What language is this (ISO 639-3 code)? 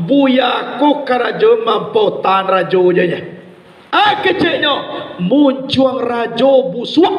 min